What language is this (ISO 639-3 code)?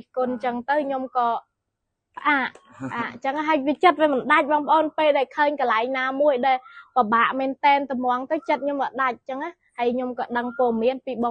khm